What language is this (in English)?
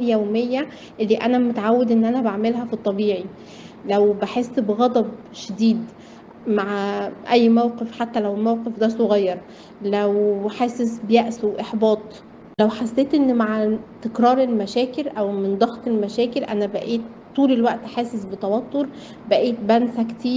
Egyptian Arabic